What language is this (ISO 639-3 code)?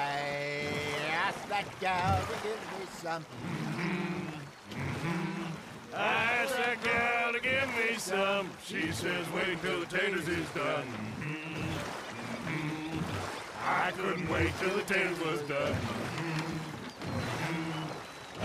eng